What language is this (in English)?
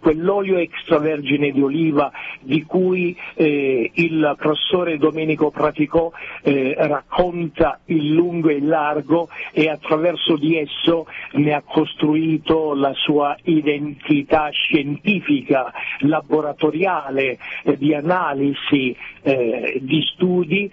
Italian